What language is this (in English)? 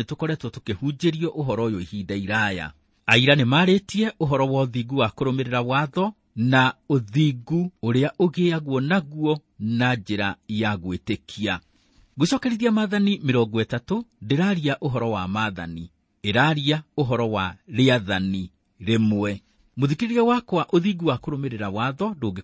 Kikuyu